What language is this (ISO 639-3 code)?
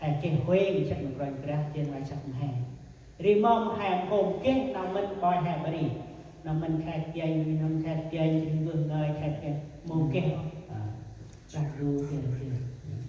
cmo